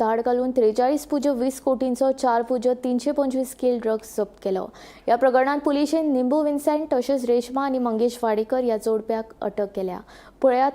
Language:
Konkani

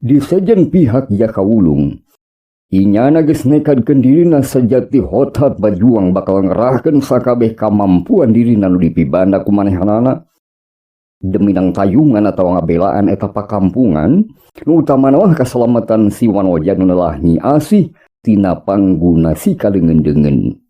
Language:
Sundanese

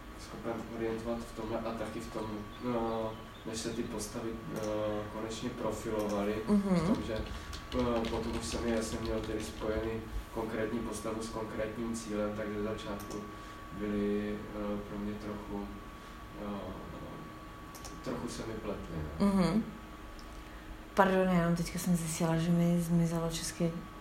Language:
Czech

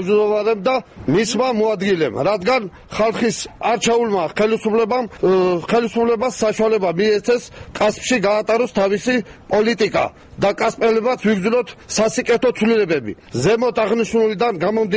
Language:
Georgian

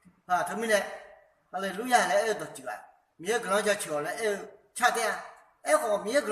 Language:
Akha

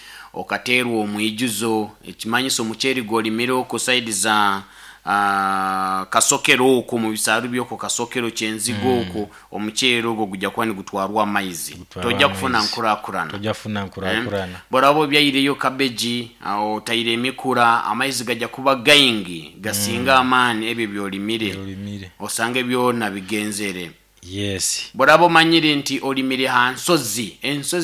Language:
Nyoro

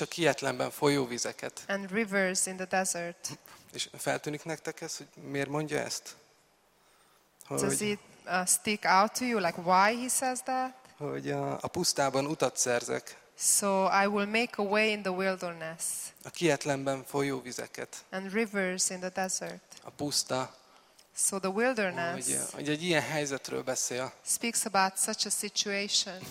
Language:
Hungarian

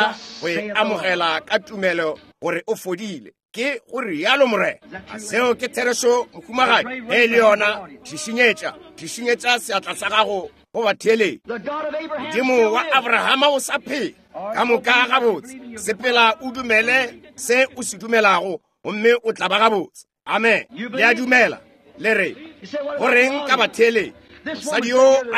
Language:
Northern Sotho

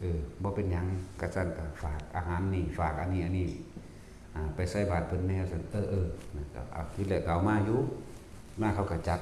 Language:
Northeastern Thai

